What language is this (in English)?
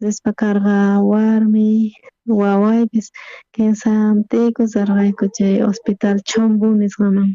South Bolivian Quechua